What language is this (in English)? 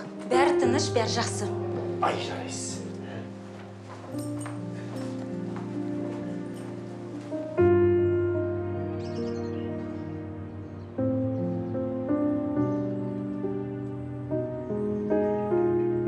Kazakh